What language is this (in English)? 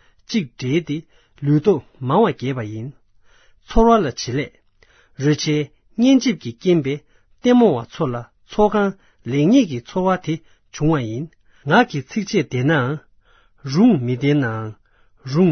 Tibetan